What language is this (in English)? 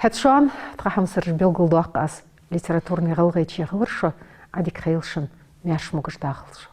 Ingush